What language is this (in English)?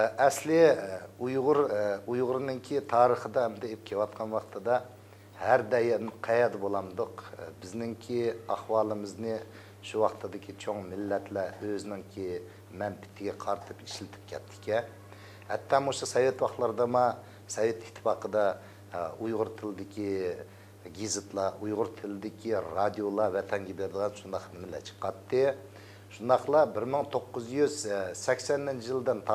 Uyghur